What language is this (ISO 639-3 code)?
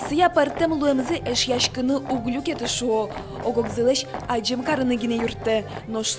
udm